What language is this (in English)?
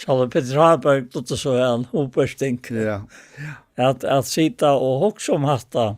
Faroese